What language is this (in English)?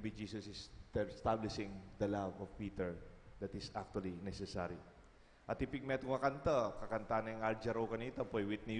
Pampanga